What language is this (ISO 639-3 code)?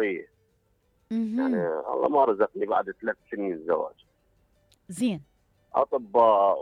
acm